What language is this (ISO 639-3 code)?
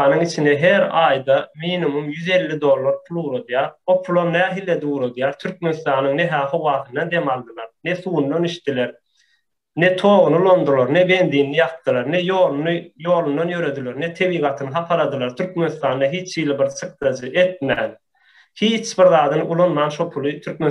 tuk